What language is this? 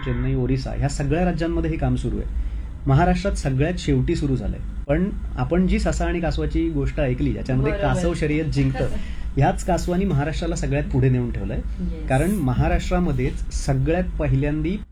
Marathi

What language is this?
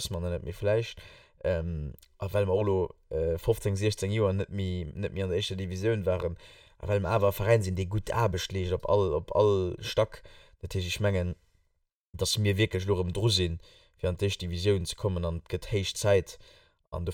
Luxembourgish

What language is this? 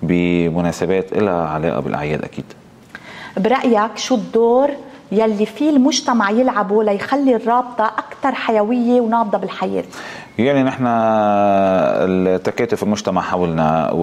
North Levantine Arabic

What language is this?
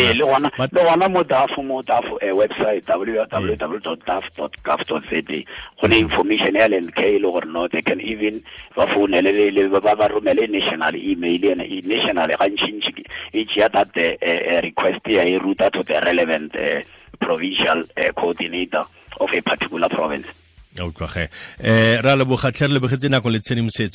Tswana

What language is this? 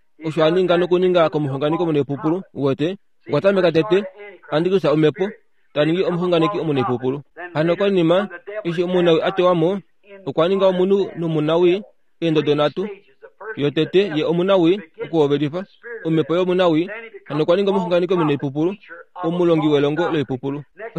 Kuanyama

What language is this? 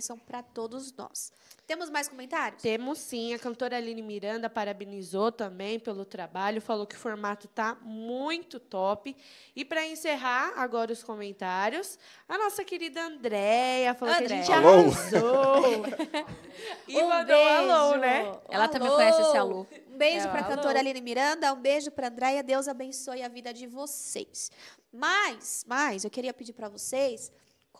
Portuguese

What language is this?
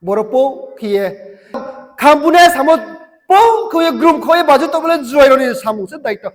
Riang (India)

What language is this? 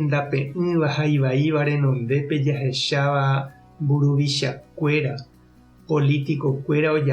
Guarani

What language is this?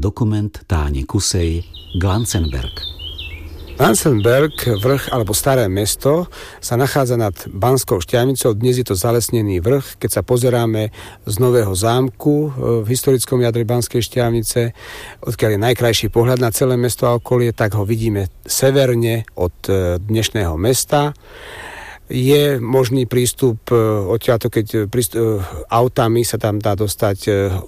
Slovak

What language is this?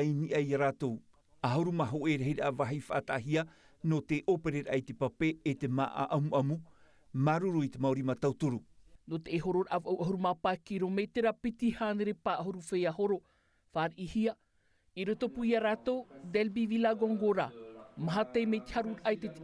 Tahitian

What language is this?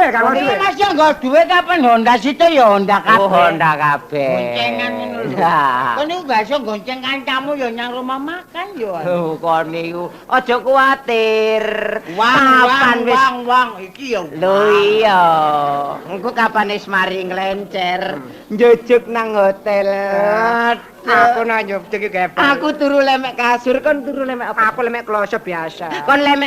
Javanese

